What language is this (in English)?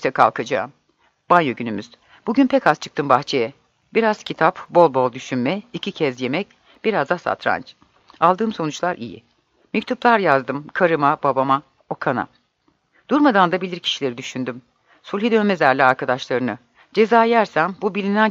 Turkish